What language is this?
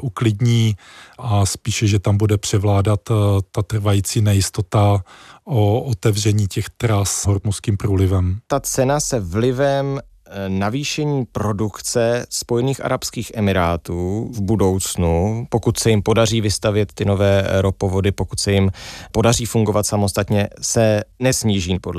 Czech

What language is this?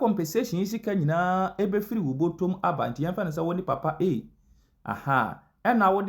Akan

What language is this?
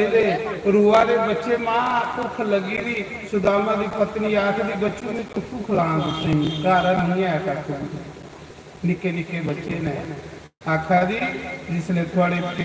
Dogri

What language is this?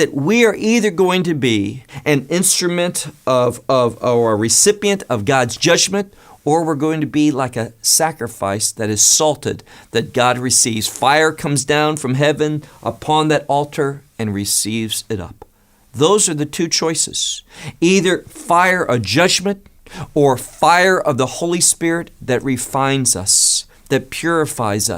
English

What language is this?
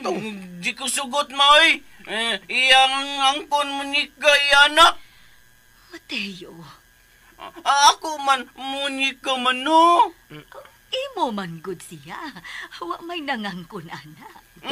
Cebuano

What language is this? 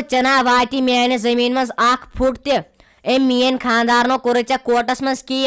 Kashmiri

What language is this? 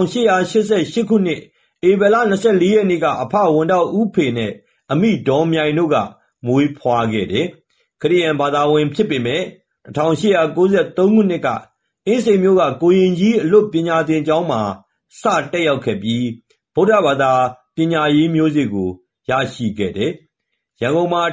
Burmese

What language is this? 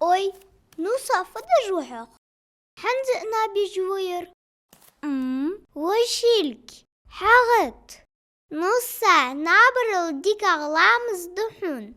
Ingush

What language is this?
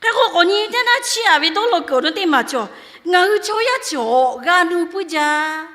Lahu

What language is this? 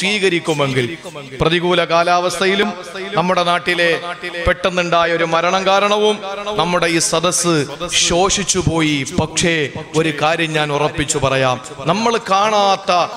Malayalam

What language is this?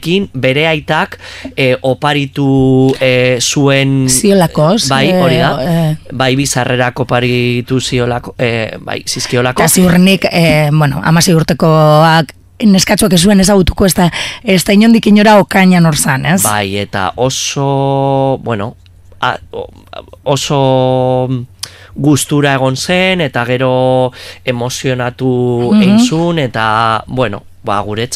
Basque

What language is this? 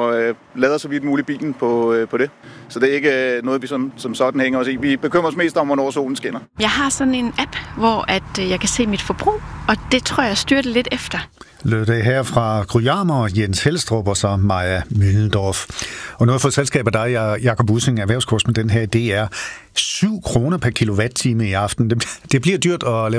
Danish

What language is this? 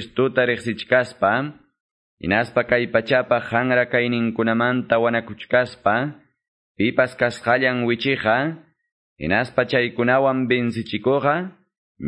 Quechua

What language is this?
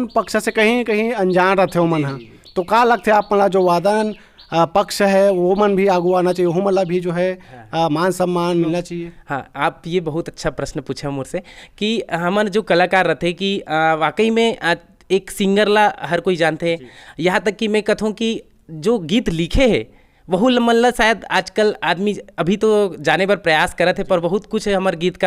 Chhattisgarhi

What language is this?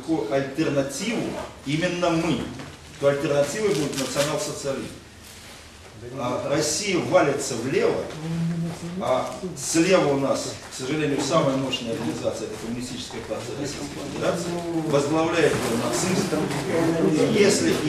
Russian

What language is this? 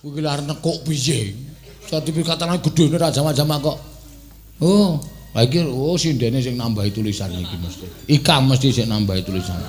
Javanese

